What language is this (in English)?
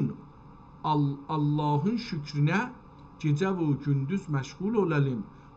South Azerbaijani